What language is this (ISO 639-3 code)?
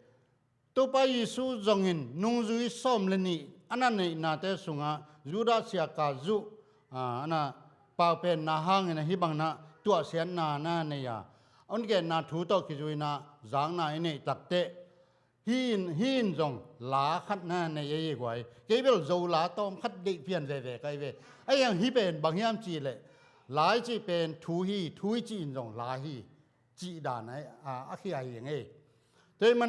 ctd